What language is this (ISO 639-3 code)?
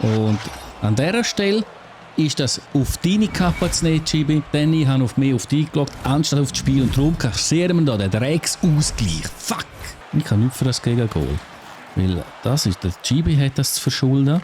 gsw